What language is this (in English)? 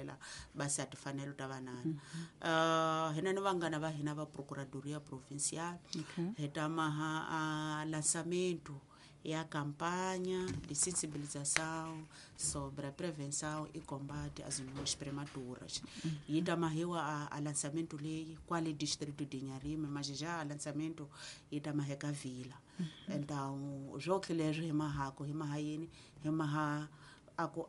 Tsonga